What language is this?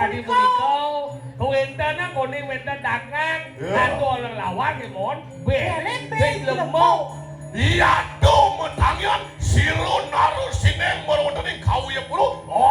Balinese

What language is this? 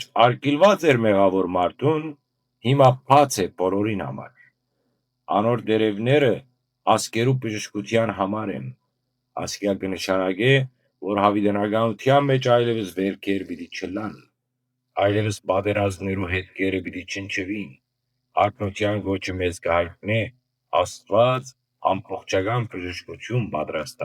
Western Armenian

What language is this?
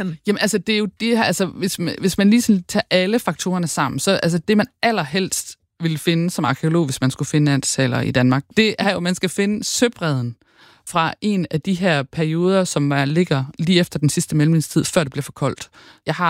Danish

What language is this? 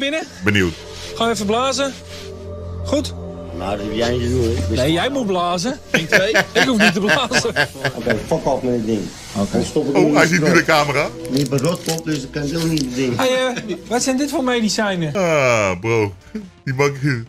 Dutch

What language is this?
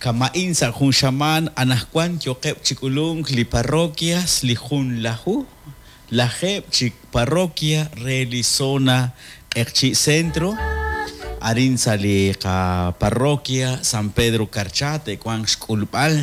Kekchí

